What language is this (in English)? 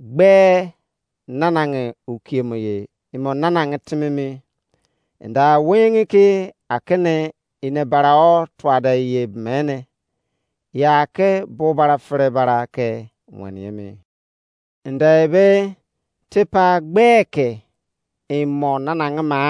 Izon